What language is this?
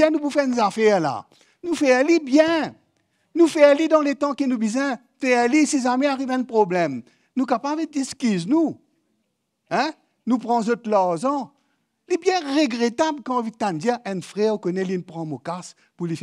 Morisyen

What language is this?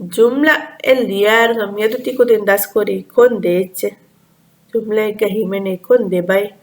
Divehi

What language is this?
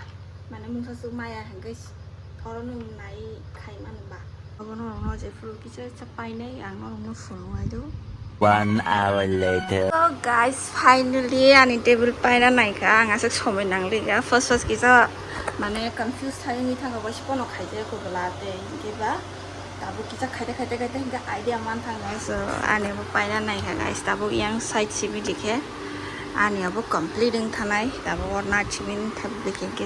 Kok Borok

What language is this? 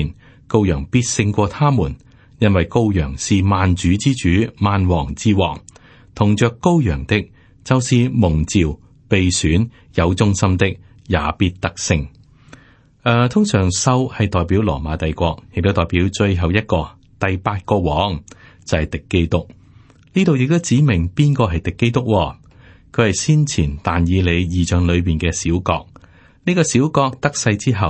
Cantonese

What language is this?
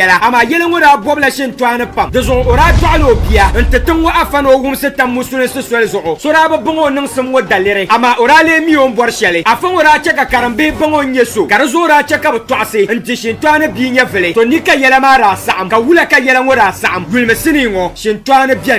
Dagbani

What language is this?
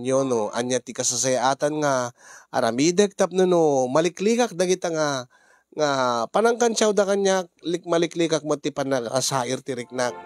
Iloko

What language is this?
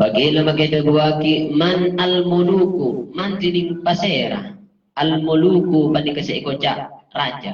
Madurese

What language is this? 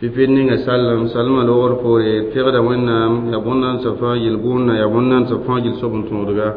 Mossi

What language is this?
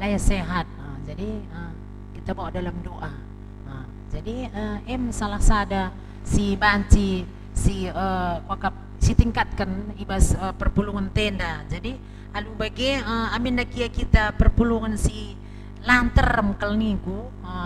Batak Karo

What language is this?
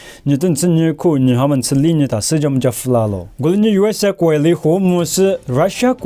Lisu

